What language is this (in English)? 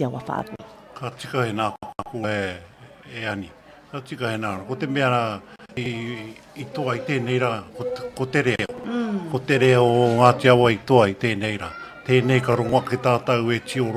Māori